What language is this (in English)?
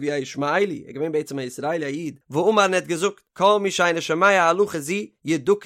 Yiddish